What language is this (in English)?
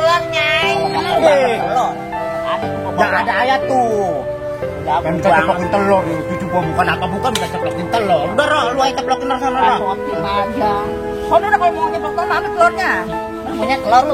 Betawi